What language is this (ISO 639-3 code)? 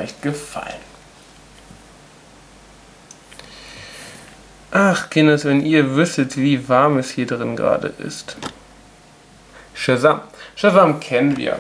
deu